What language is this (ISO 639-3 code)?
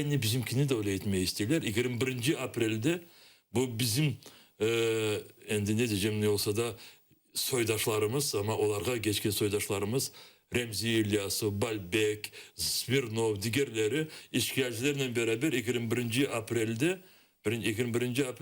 crh